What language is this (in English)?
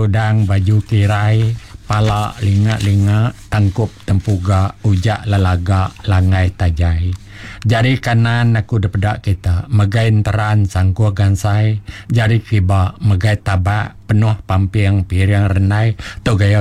Iban